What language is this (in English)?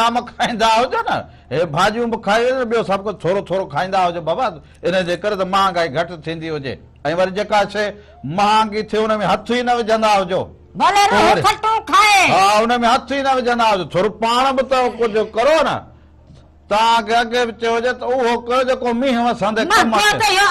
Sindhi